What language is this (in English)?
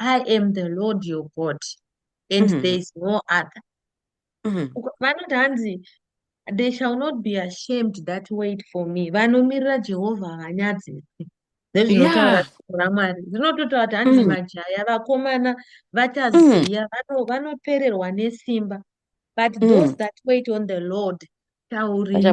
Shona